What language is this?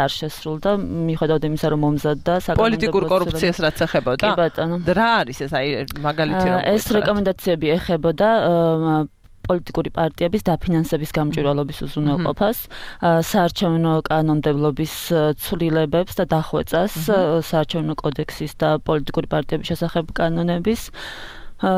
Georgian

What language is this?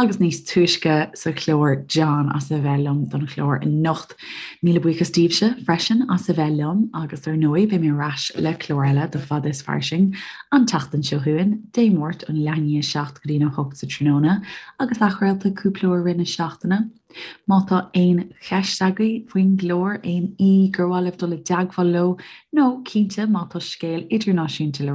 Irish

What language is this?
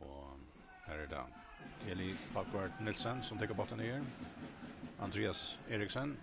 Faroese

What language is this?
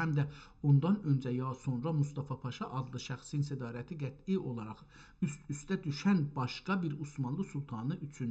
South Azerbaijani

